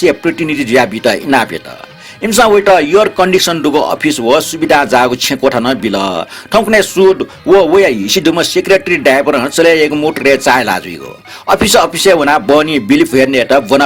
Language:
Newari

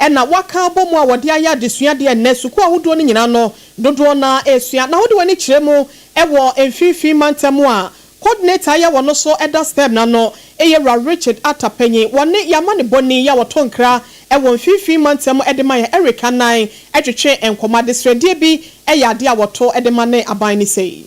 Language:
Akan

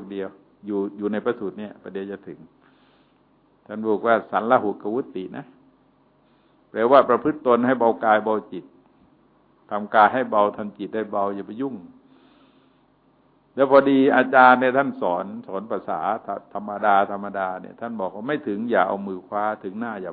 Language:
Thai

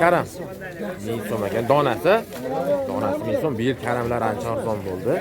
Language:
Uzbek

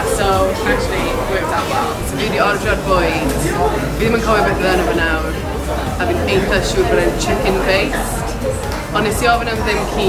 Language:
Welsh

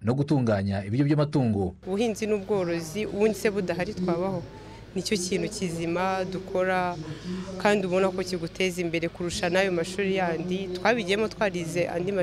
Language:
Kinyarwanda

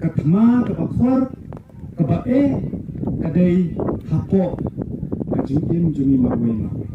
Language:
Khasi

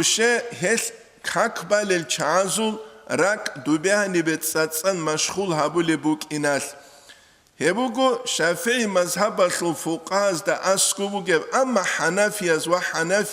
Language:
Avaric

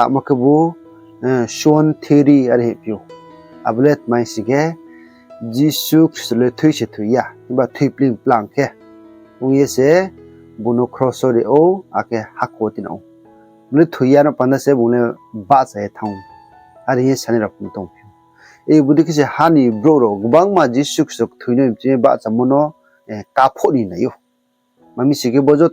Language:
Riang (India)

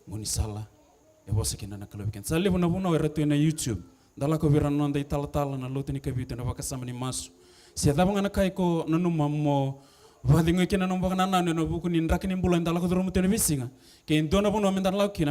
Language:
Fijian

